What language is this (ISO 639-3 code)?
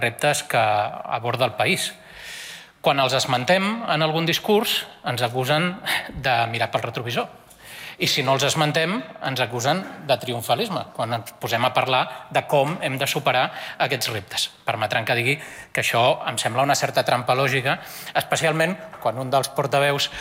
cat